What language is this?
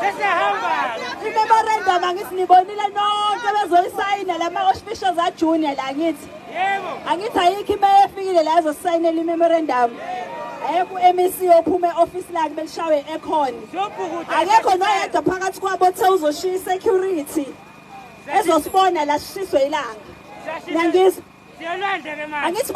Zulu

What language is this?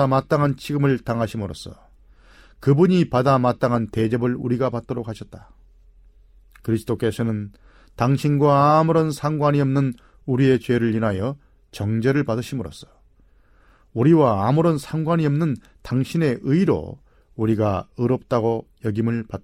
Korean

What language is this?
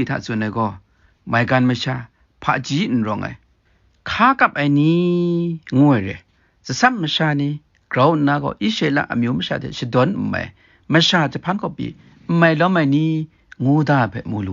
Kachin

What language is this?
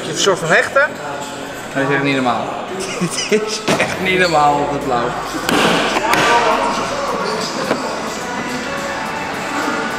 Dutch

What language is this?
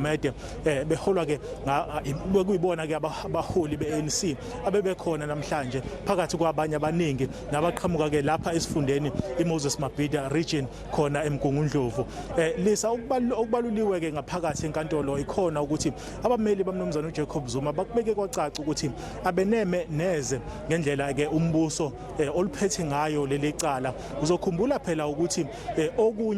Zulu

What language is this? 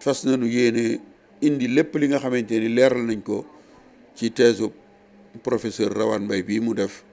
Wolof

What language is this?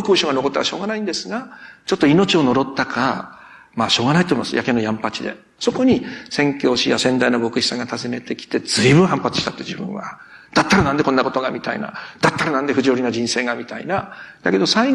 Japanese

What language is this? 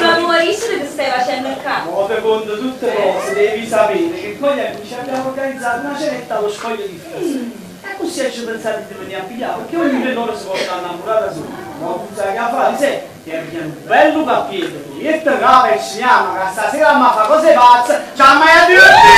Neapolitan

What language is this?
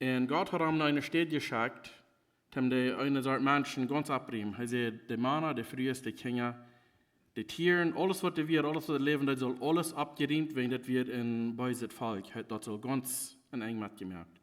Plautdietsch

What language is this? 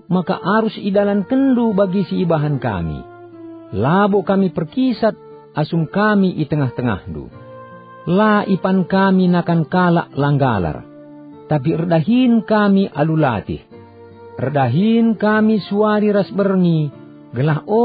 Batak Karo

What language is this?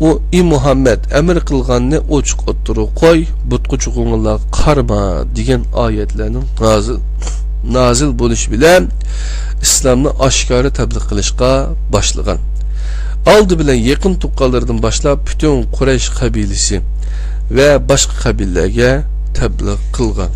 Uyghur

